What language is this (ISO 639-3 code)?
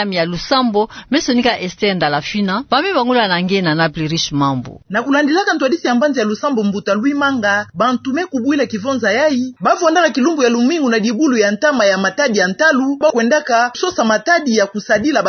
ktu